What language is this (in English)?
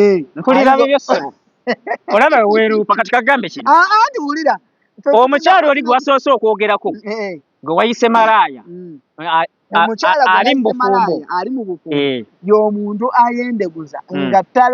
Ganda